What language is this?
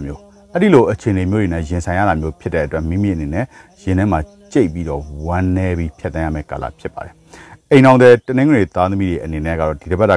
Burmese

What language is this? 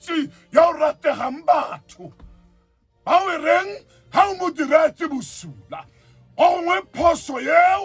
Tswana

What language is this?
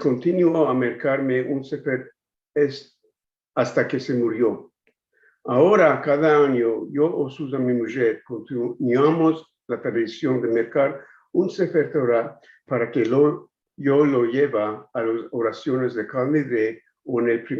Ladino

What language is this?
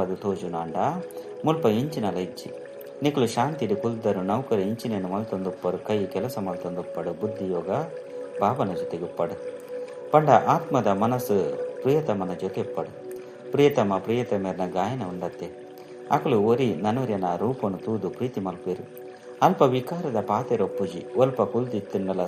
Tulu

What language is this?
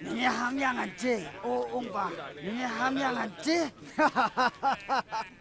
Phom Naga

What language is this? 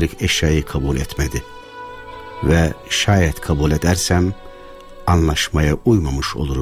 Turkish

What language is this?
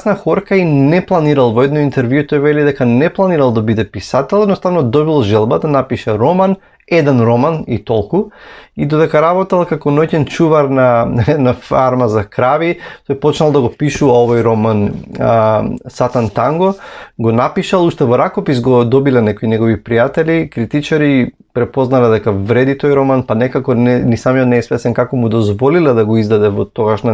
Macedonian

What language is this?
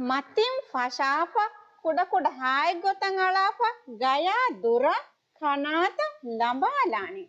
Divehi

